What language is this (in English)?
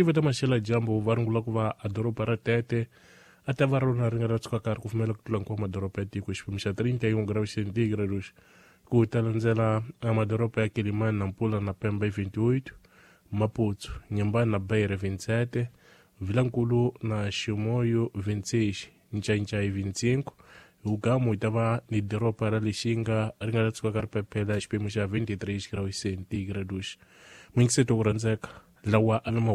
Tsonga